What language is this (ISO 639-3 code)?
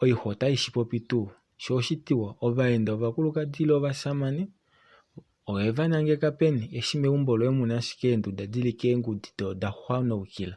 kua